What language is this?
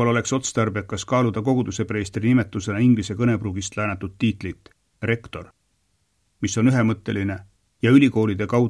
Estonian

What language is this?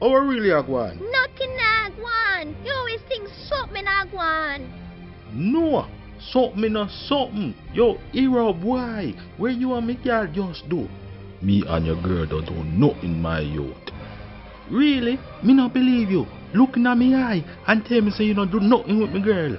Jamaican Creole English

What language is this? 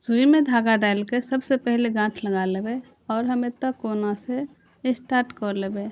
Maithili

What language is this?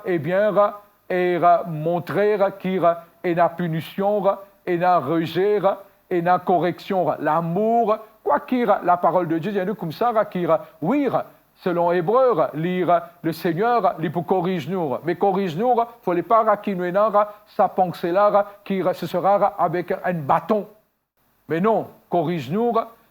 Morisyen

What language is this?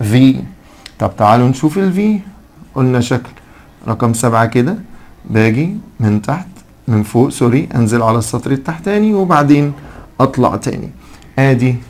Egyptian Arabic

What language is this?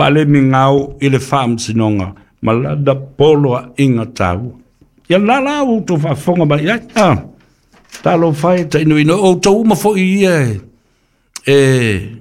Samoan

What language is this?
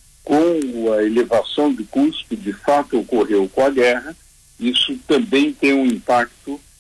Portuguese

